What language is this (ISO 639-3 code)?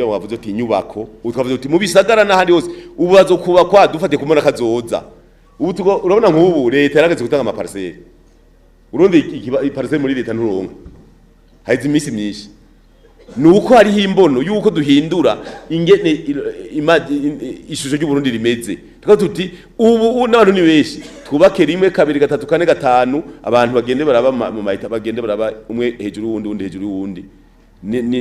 run